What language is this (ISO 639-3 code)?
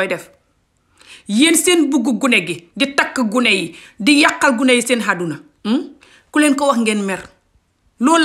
wol